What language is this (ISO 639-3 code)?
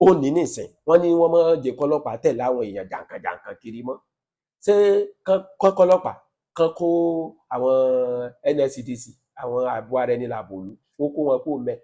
yor